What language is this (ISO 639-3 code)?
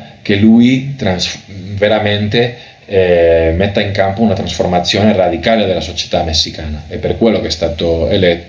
ita